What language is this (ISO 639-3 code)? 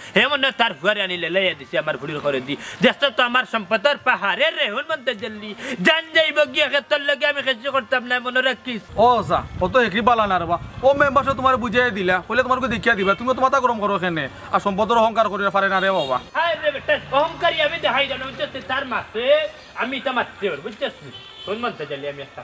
syl